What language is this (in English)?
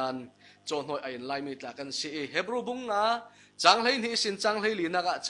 Falam Chin